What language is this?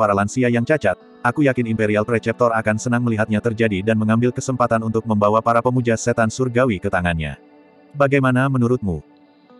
Indonesian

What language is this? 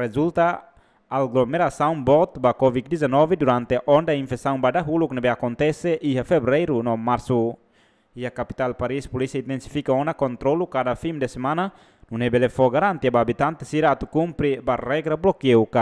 Tetum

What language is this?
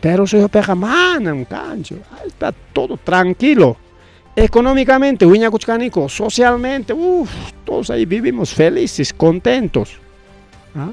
Ayacucho Quechua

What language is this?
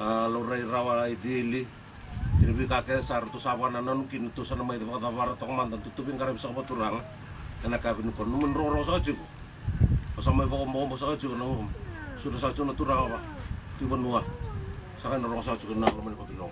Fijian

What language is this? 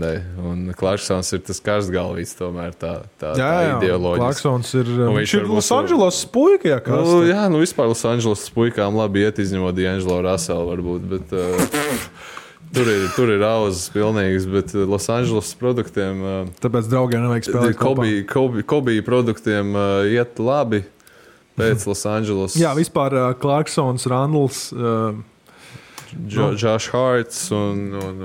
Latvian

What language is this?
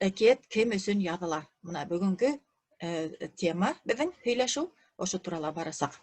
Bashkir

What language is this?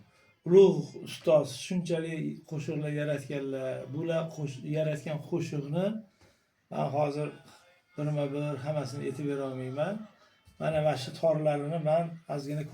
Uzbek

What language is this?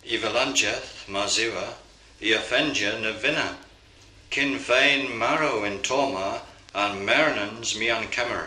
Cornish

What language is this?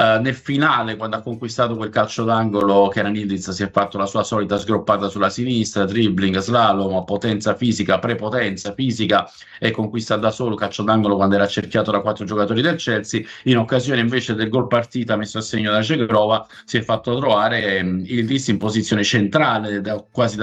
Italian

